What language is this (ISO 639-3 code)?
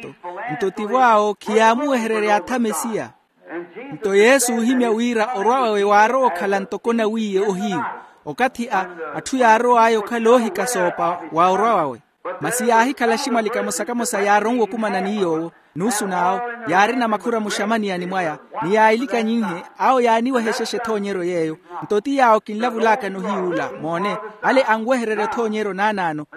vmw